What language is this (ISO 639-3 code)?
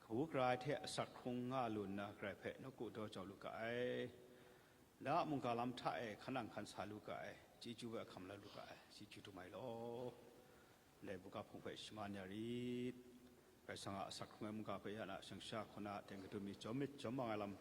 kac